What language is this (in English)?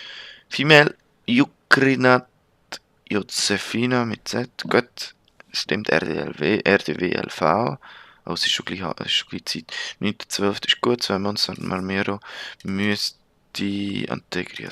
Swiss German